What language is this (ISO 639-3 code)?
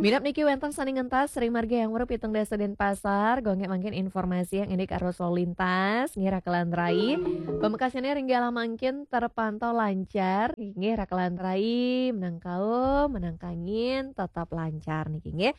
ban